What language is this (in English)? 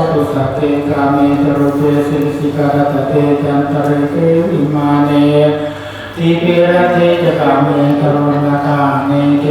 Pali